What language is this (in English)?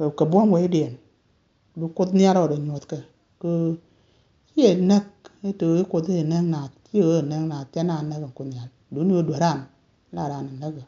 Nuer